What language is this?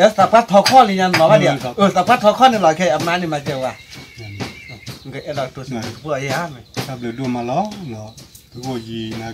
S'gaw Karen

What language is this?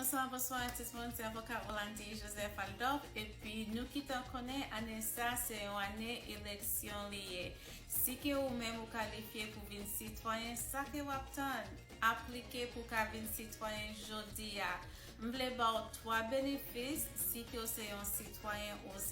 Haitian Creole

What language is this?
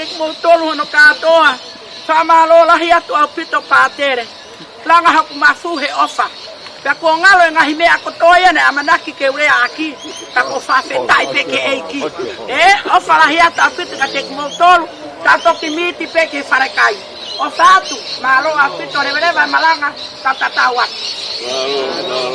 Tongan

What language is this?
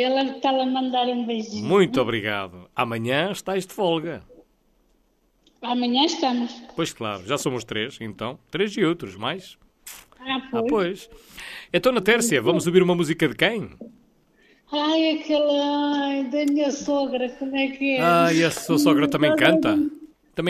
Portuguese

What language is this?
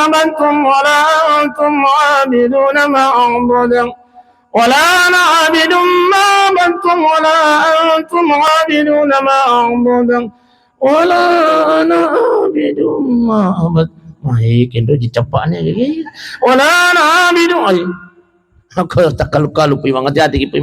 Buginese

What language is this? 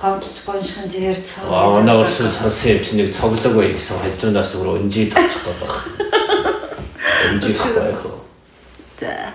Mongolian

